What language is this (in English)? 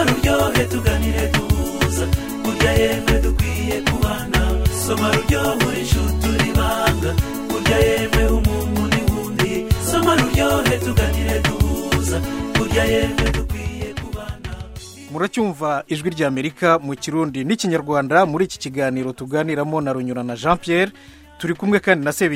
Kinyarwanda